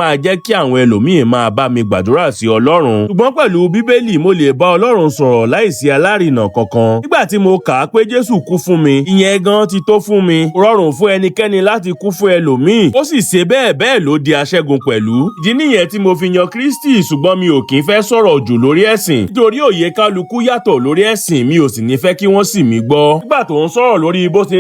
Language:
Yoruba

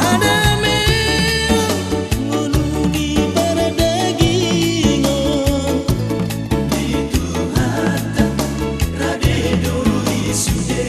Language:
Batak Toba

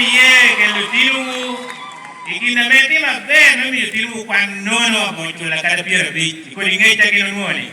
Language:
Lango (Uganda)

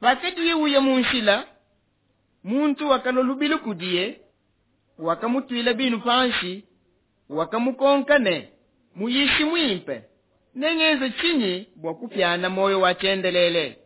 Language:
Luba-Lulua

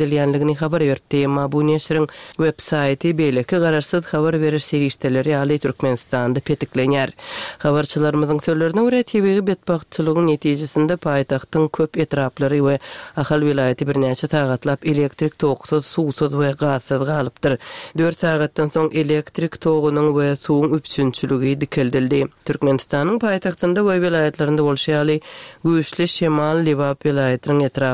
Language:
Turkmen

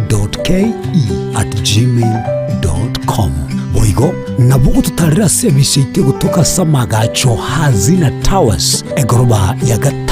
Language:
Gusii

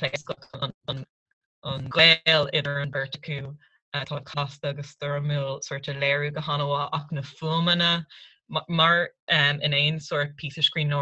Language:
Irish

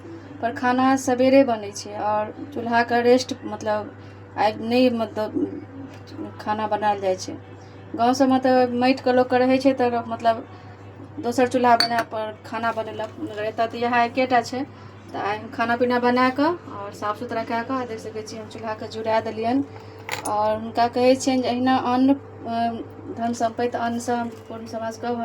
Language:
Maithili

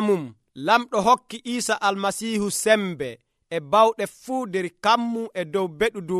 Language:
Nigerian Fulfulde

